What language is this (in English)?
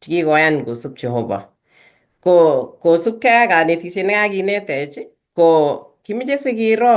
Kalenjin